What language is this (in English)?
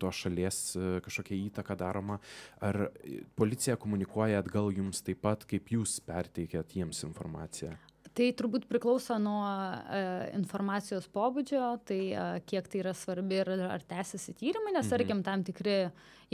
Lithuanian